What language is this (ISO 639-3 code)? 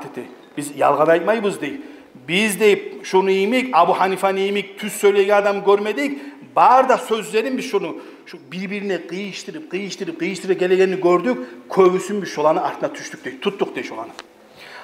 kum